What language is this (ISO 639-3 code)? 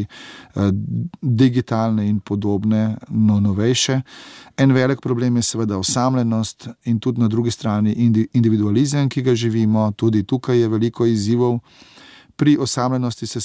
slv